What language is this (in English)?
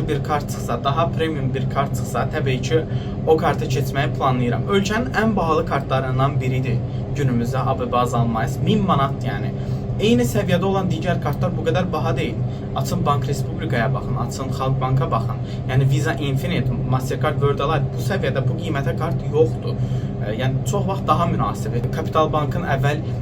Azerbaijani